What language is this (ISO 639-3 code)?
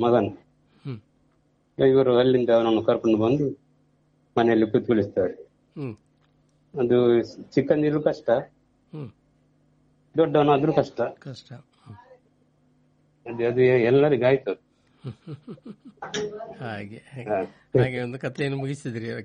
kan